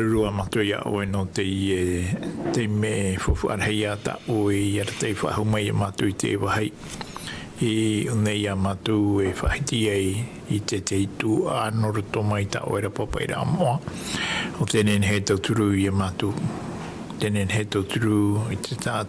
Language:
Tahitian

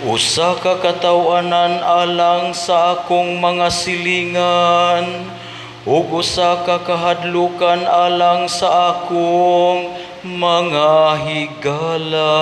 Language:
Cebuano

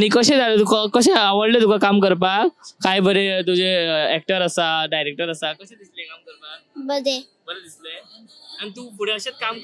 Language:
Konkani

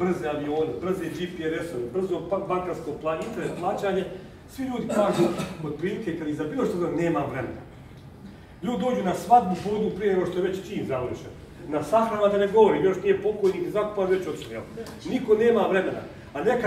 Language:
Bosnian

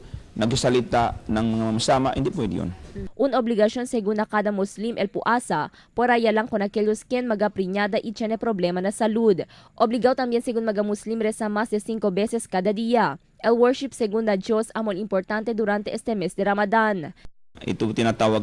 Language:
Chavacano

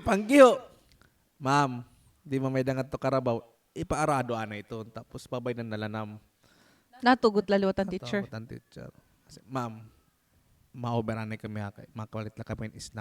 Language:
Waray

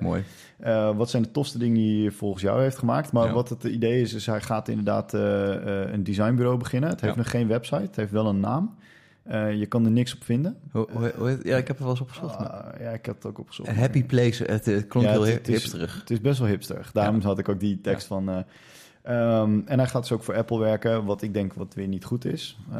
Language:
Dutch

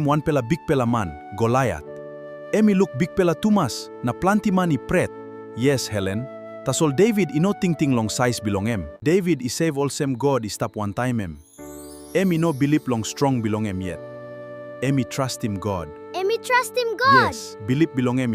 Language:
Tok Pisin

